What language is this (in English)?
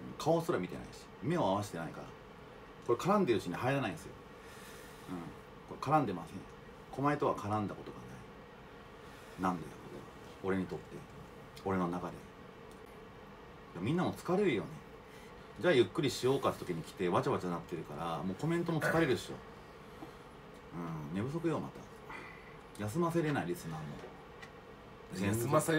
Japanese